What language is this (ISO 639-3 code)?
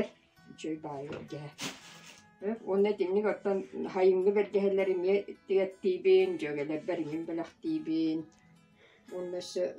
sah